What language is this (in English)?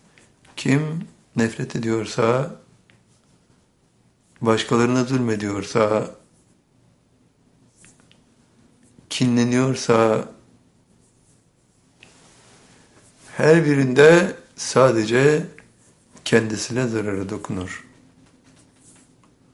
Turkish